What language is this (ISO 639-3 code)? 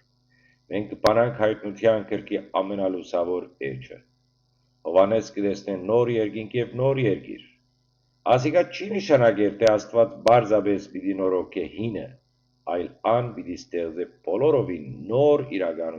hyw